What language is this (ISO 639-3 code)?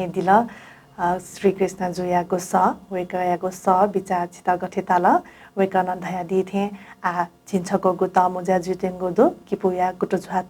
new